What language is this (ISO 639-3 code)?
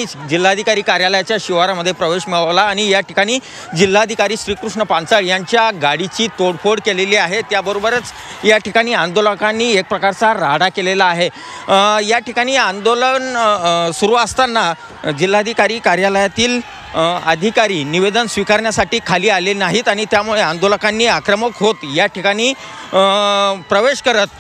mar